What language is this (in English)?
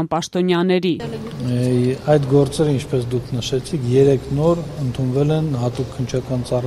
Armenian